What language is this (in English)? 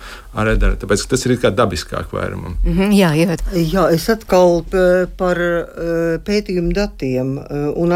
Latvian